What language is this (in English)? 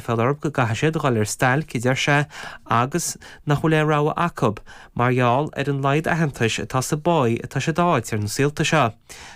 Irish